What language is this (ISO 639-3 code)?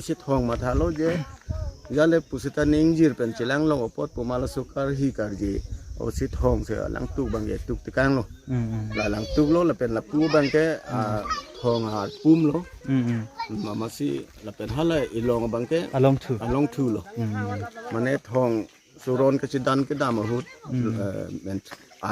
mjw